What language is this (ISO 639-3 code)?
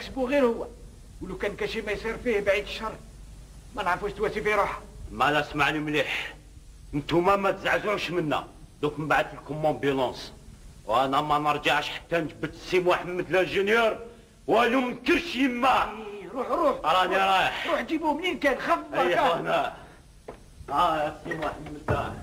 arq